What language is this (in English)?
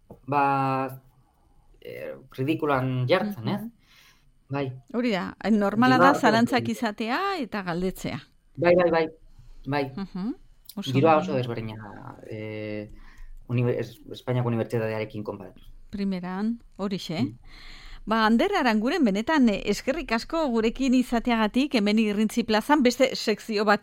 Basque